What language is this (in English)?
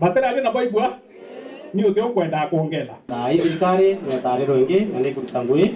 Meru